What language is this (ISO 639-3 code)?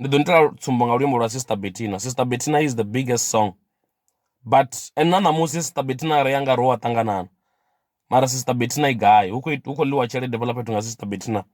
ven